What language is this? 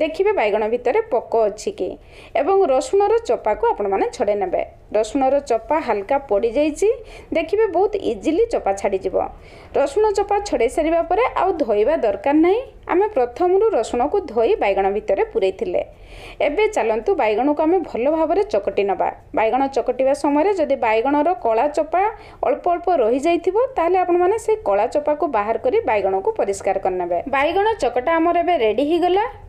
Odia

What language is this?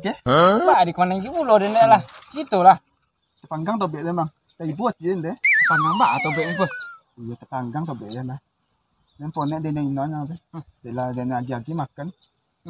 Minangkabau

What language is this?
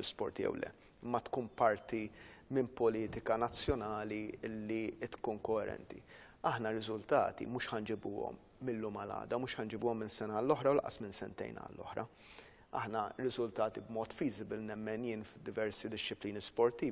Maltese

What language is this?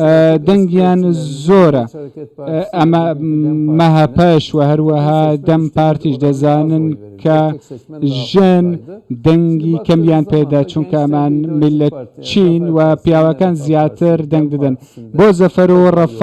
Central Kurdish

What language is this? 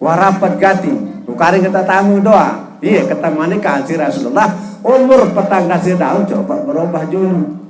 Sasak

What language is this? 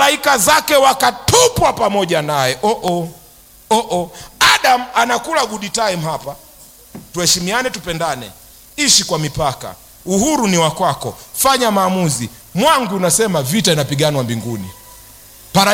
Swahili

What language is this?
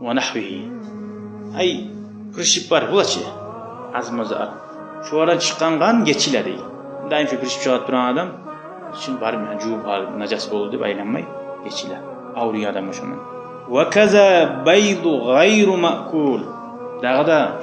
Kumyk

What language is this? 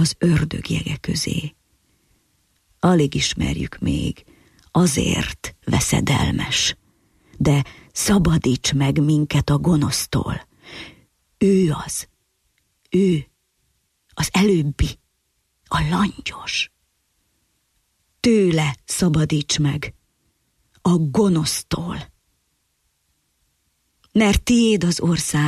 Hungarian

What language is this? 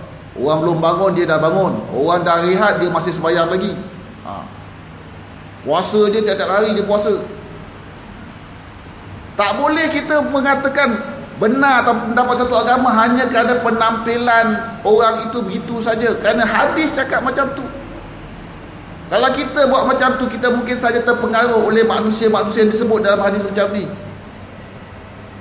Malay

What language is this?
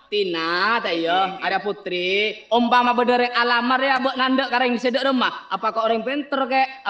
Madurese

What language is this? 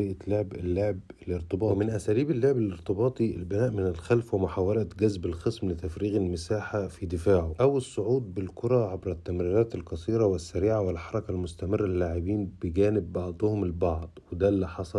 Egyptian Arabic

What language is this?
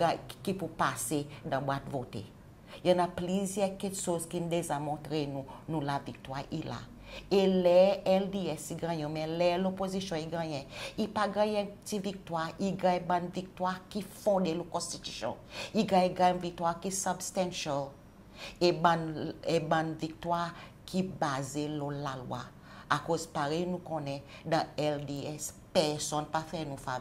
Seselwa Creole French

